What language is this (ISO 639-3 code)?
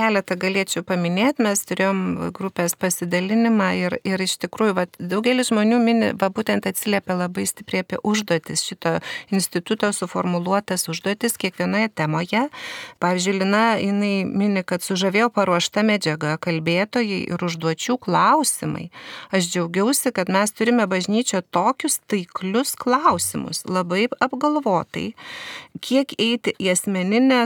lit